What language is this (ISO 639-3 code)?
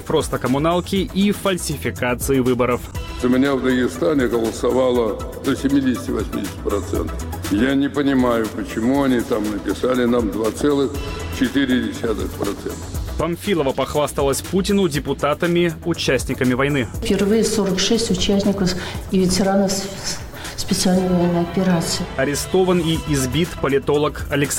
rus